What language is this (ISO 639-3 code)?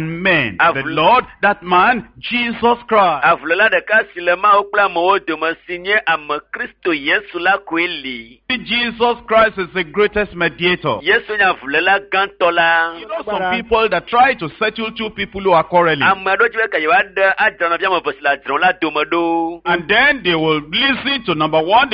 ewe